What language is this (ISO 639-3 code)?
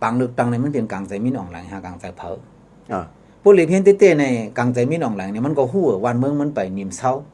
shn